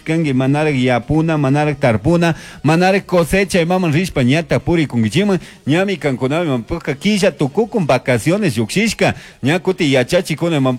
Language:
Chimborazo Highland Quichua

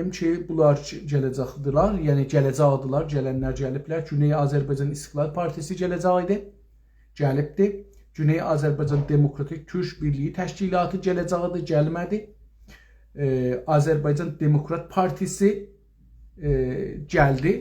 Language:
South Azerbaijani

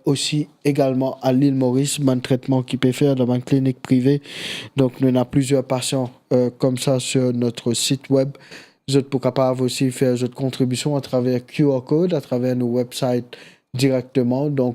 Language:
Morisyen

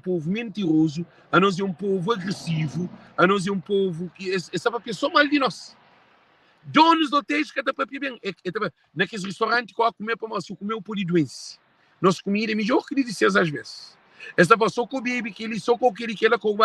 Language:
Kabuverdianu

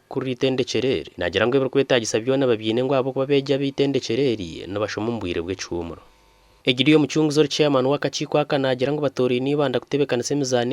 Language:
Nyankole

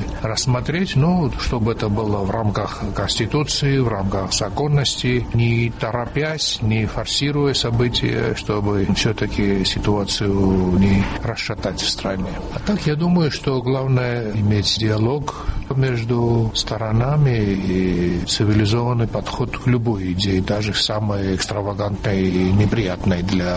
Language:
Russian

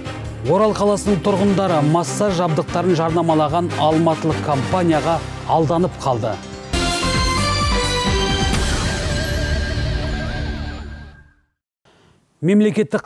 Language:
Kazakh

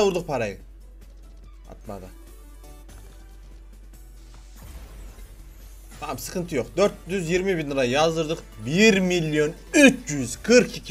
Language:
Turkish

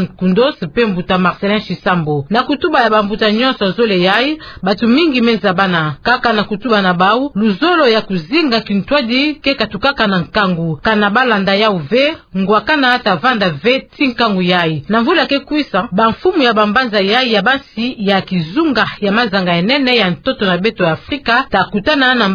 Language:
Kituba (Democratic Republic of Congo)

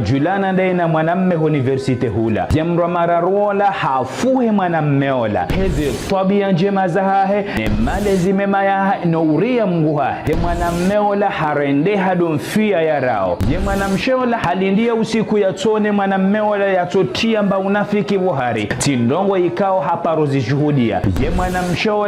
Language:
Ngazidja Comorian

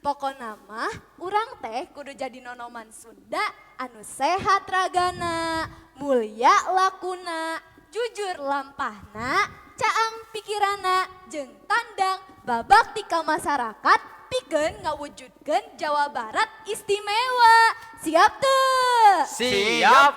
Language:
Sundanese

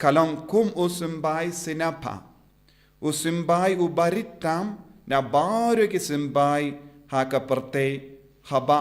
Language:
Khasi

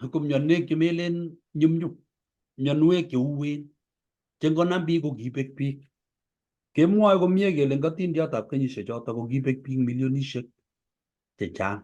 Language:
Kalenjin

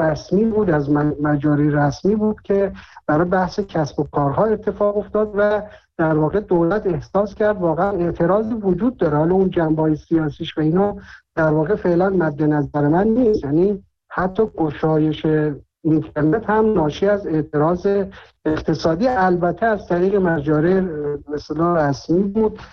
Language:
Persian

